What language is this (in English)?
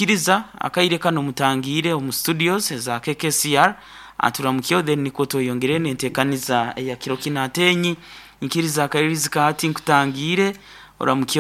Nyoro